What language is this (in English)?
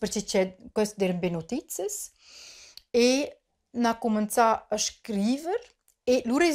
Romansh